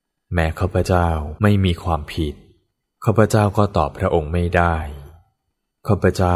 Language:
Thai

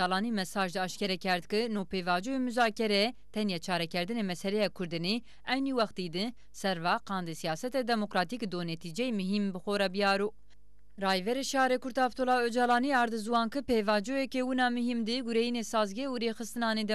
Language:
Zaza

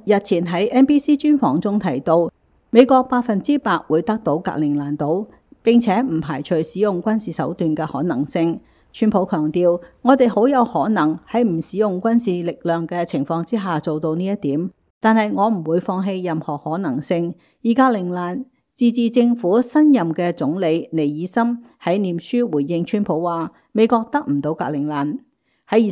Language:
Cantonese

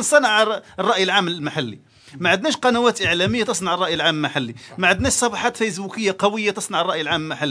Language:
Algerian Arabic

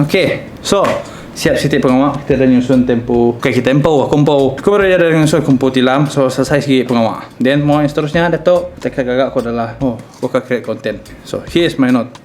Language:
Iban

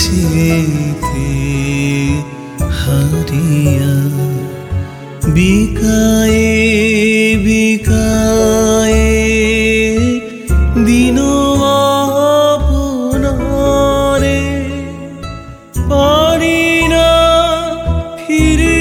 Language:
Bangla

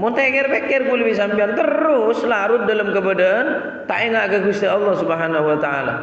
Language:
Madurese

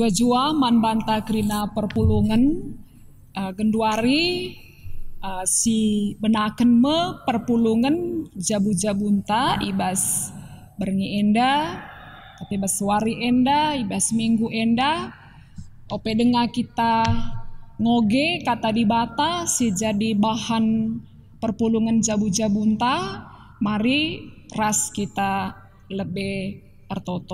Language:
Batak Karo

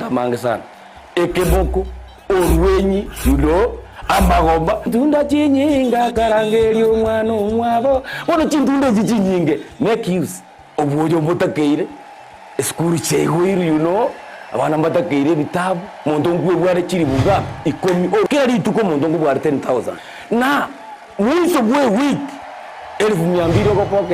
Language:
Gusii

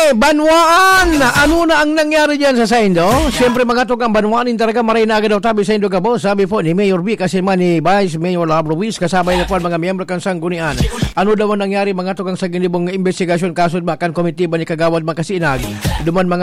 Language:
Bikol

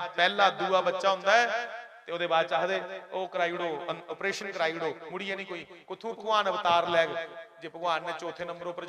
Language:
Dogri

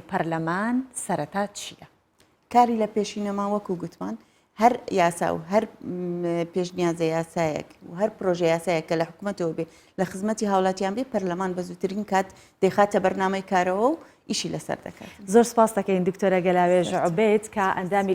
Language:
Central Kurdish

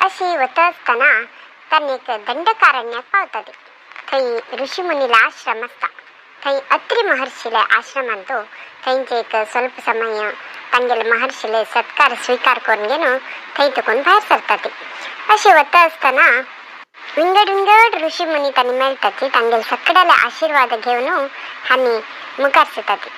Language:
Konkani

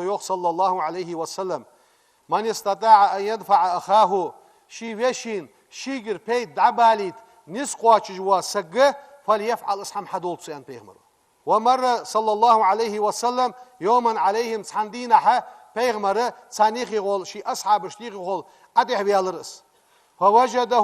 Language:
Ingush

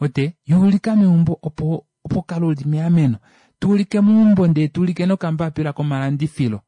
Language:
Kuanyama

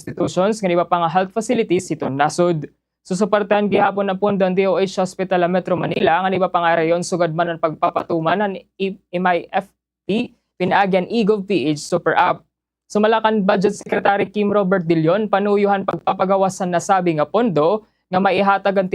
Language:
Waray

